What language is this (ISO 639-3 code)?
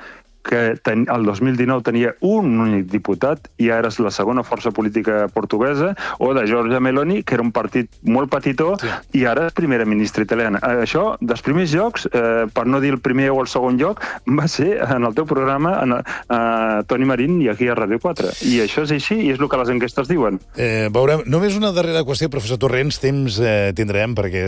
cat